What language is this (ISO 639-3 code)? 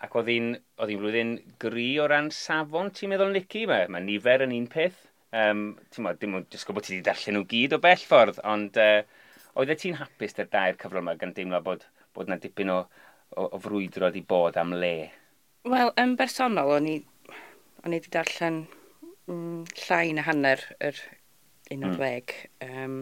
cym